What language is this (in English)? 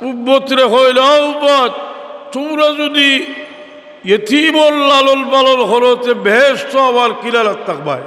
Sylheti